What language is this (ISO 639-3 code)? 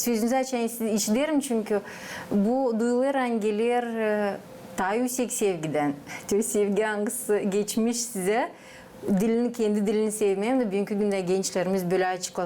gag